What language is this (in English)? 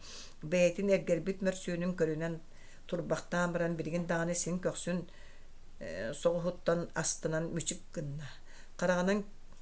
Yakut